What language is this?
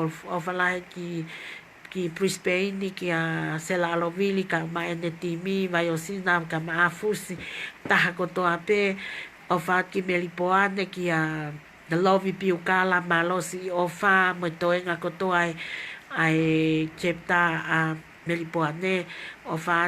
Tongan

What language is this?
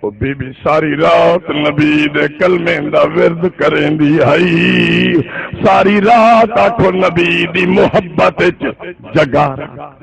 Saraiki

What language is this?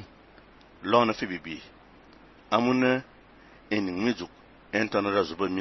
Fang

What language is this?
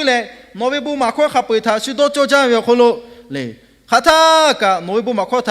Lahu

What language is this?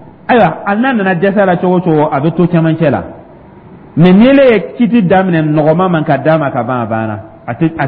Dyula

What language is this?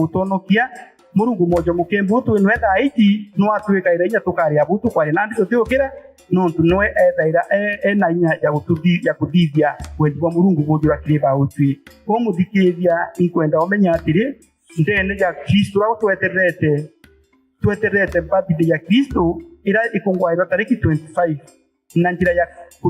Meru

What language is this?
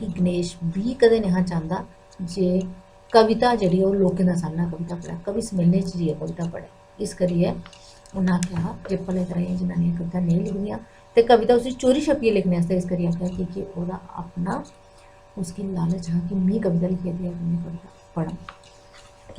Dogri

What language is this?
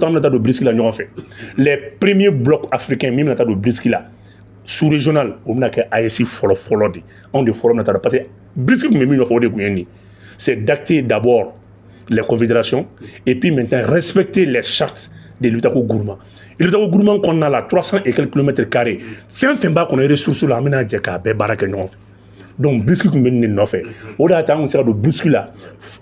Bambara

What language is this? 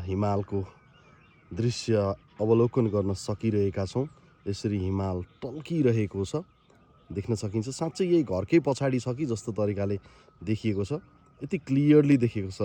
Nepali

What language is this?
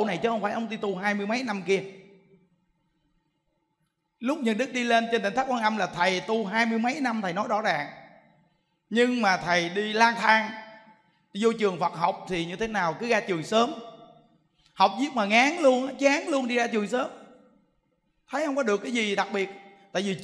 Vietnamese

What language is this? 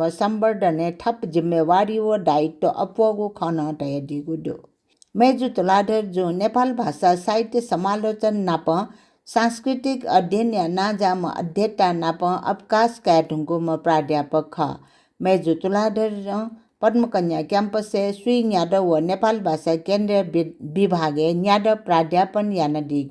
Newari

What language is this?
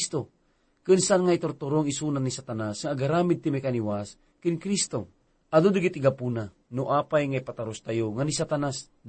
Iloko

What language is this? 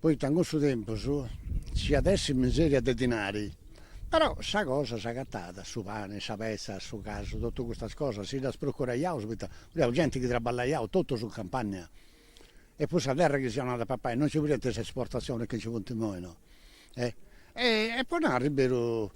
Sardinian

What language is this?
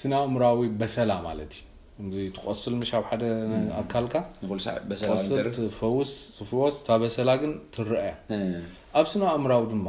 Tigrinya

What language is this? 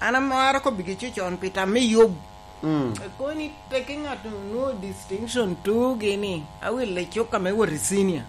Lango (Uganda)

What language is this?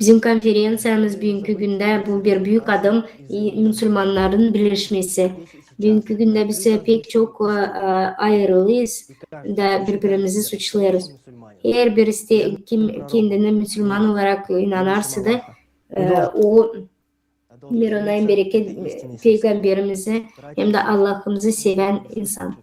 Gagauz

